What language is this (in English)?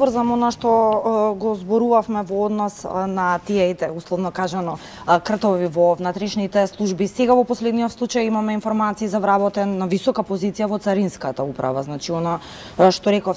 Macedonian